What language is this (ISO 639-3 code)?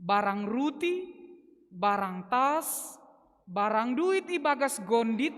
bts